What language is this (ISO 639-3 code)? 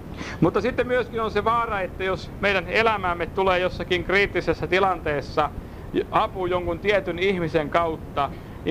fin